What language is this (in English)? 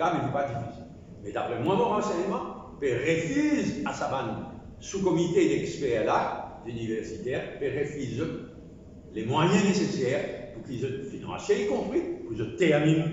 Morisyen